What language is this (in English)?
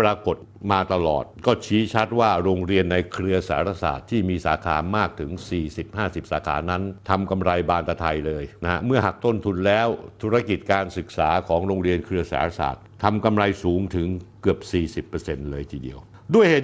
Thai